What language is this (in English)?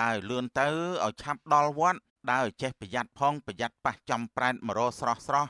Khmer